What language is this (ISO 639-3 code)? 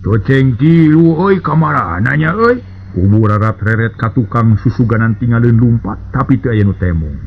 sun